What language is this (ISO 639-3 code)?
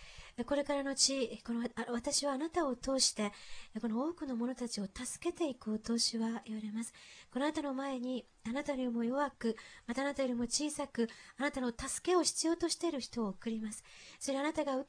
jpn